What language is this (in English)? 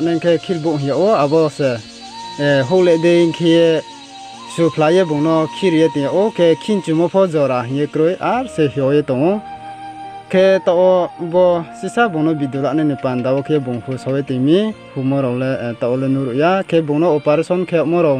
Riang (India)